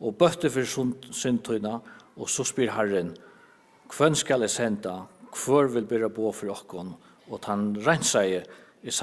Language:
Faroese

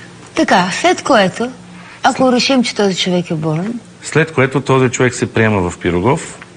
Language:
Bulgarian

